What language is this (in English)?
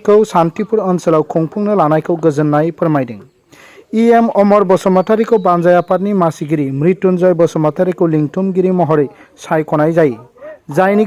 Bodo